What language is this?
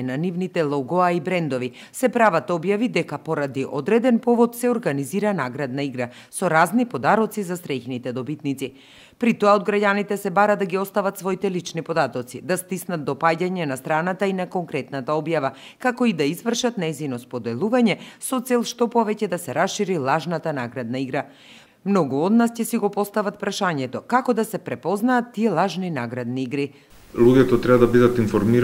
Macedonian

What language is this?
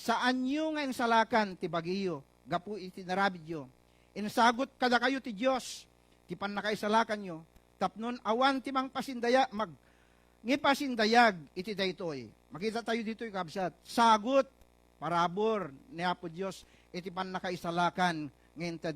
Iloko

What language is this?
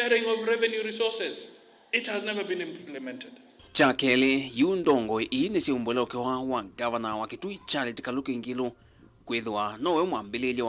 Kamba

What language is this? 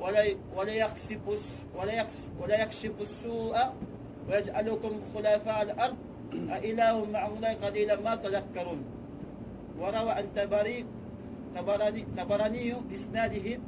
Tausug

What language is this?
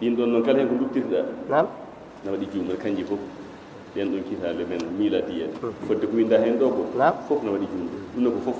Fula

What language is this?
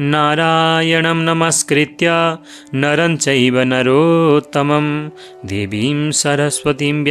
Nepali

